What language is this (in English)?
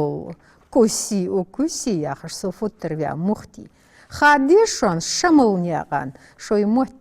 Ingush